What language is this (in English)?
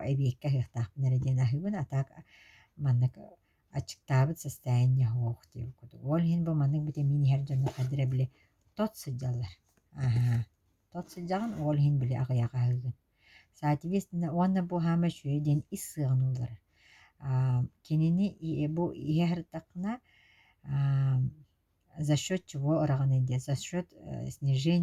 Yakut